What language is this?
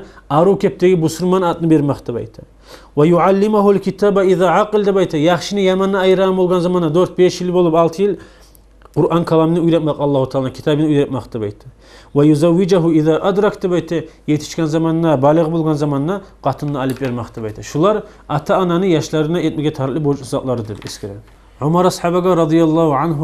Kumyk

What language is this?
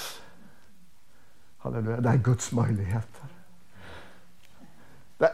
Swedish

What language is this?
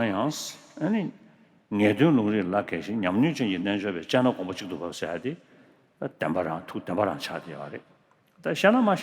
Tibetan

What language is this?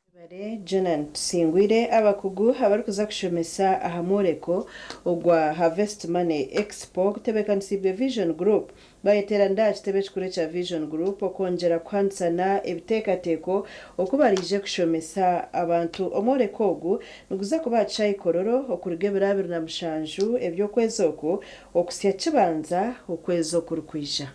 Nyankole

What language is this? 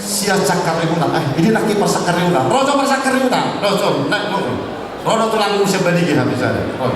Batak Toba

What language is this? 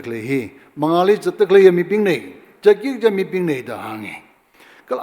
Tangkhul Naga (India)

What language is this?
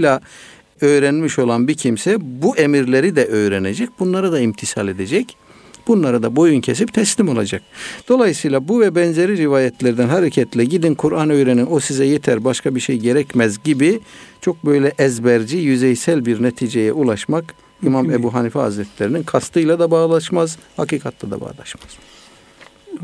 Turkish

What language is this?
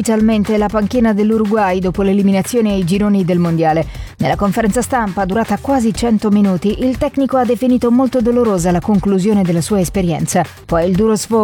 Italian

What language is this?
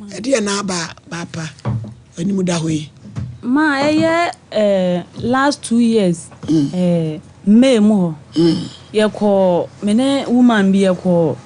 Akan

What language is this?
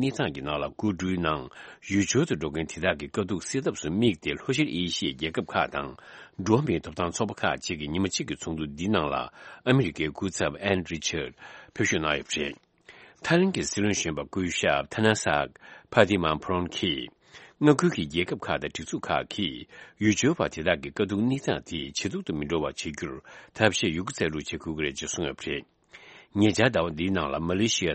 Tibetan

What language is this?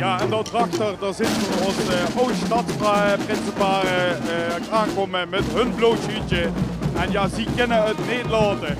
Limburgish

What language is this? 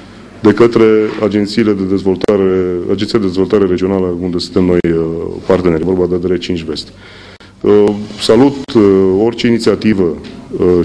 Romanian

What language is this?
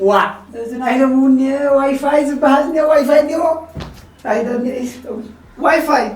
Tigrinya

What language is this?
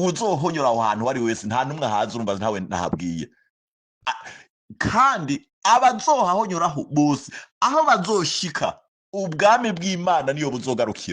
Rundi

